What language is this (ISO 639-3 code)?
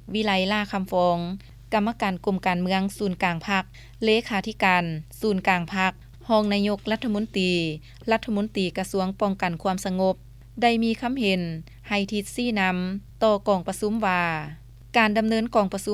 lao